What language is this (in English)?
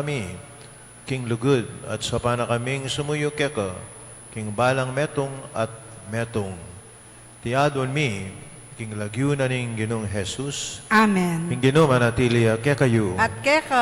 Pampanga